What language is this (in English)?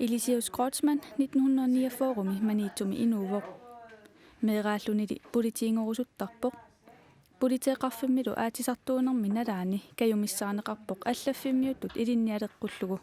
Kalaallisut